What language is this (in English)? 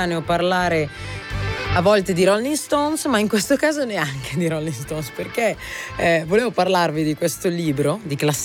Italian